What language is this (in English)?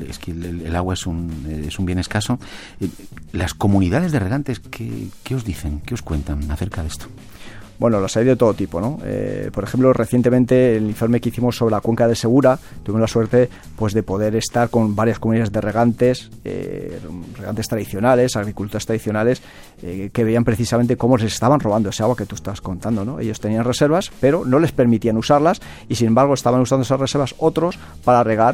Spanish